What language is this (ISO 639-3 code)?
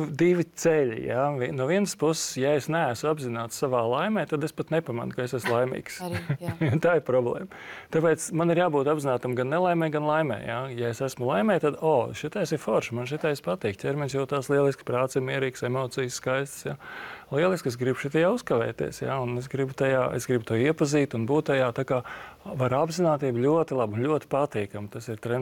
lav